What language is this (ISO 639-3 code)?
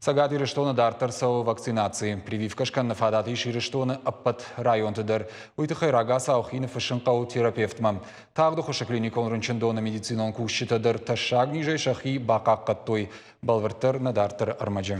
oss